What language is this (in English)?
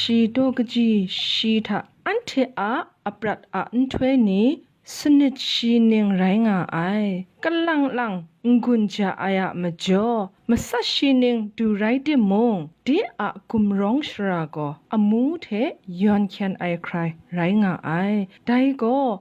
Kachin